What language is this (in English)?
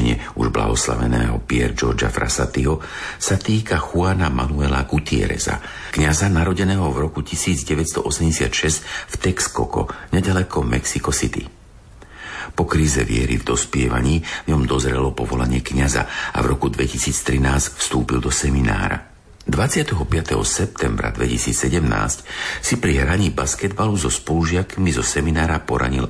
Slovak